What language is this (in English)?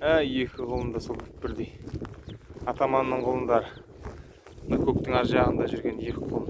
Kazakh